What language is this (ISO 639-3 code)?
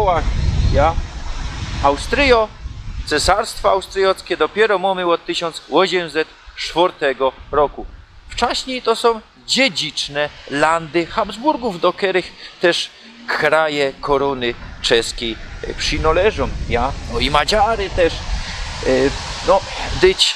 szl